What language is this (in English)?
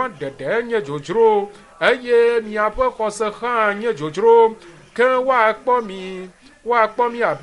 Ewe